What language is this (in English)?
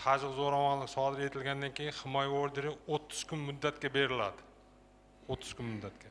Uzbek